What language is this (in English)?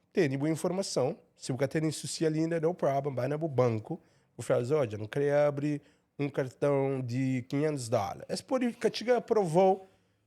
Kabuverdianu